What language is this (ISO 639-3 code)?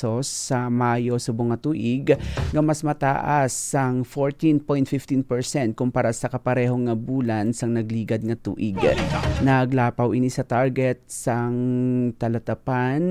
hil